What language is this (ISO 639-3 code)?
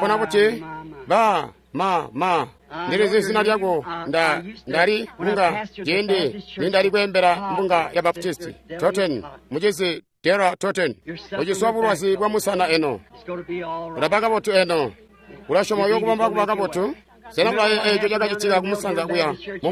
toi